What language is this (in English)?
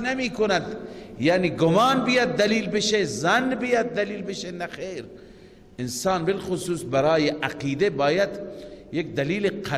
Persian